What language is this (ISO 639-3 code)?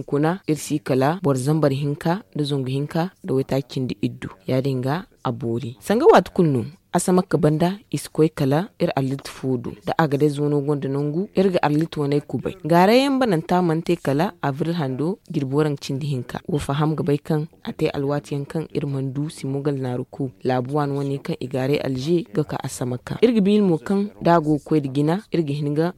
dje